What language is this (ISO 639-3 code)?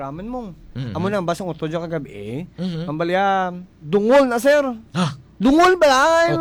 hil